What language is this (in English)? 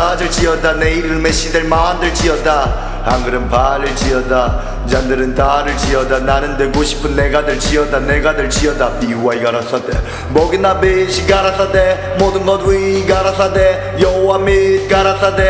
Korean